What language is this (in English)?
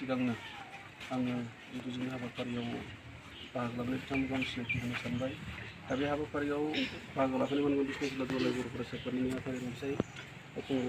Bodo